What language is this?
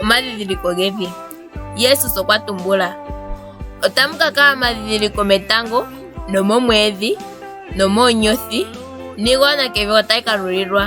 Ndonga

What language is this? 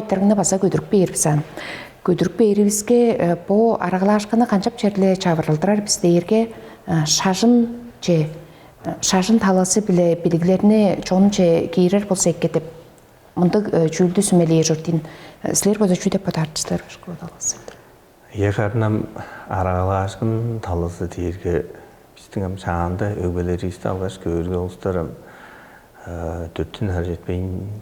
Tuvinian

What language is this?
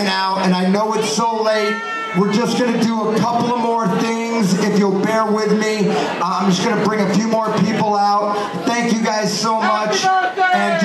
English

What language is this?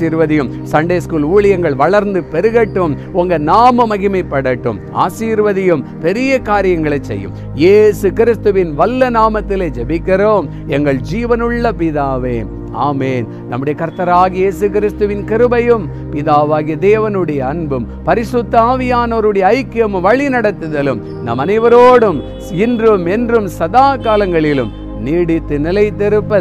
Tamil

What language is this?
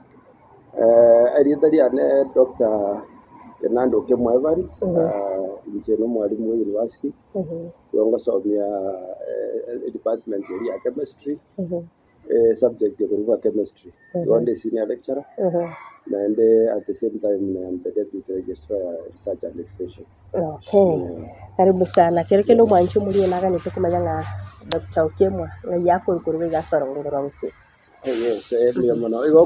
Gusii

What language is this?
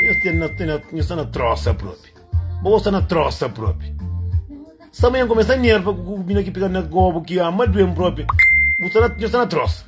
Kabuverdianu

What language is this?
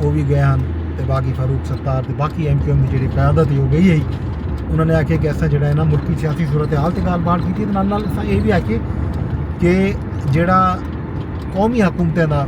Saraiki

